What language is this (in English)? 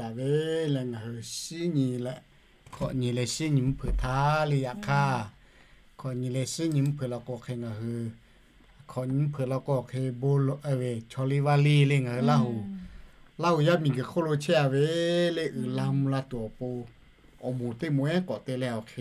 Lahu